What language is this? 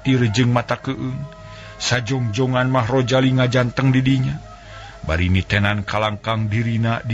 Sundanese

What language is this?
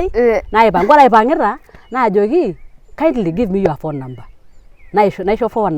Masai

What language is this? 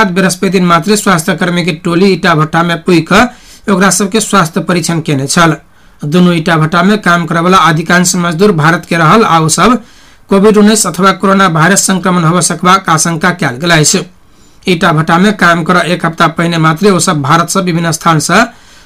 Maithili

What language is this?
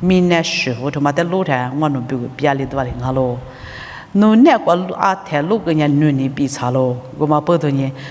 Lisu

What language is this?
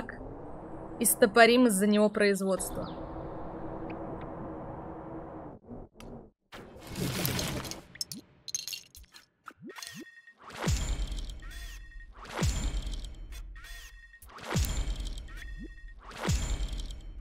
Russian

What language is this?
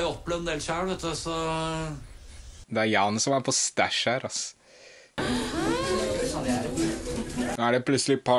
Norwegian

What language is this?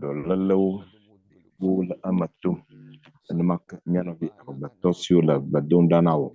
Ewe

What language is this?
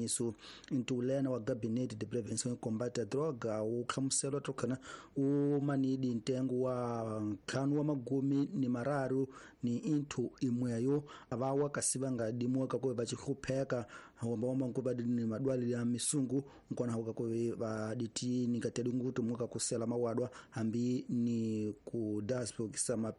Tsonga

